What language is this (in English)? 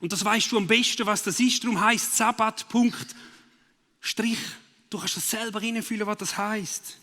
Swiss German